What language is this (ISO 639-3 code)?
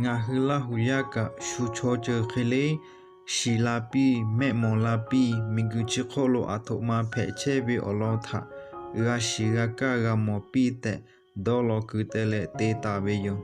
lhu